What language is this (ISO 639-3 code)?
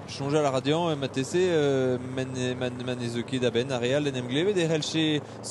bre